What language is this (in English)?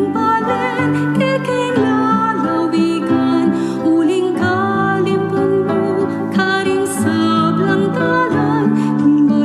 Pampanga